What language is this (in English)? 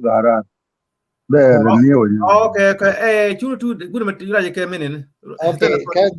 Nuer